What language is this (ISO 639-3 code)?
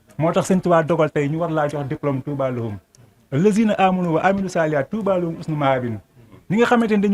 wol